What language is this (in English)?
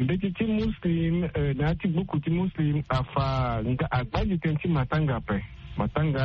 Sango